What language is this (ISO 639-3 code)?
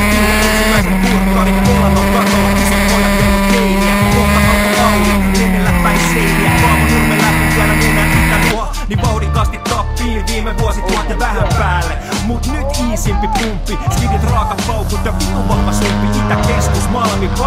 fin